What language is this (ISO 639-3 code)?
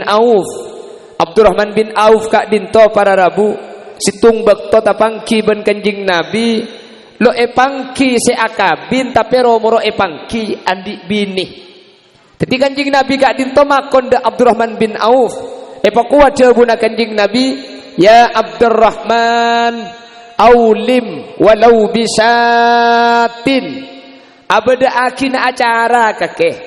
mad